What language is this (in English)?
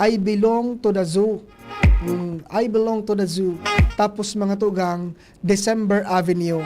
Bikol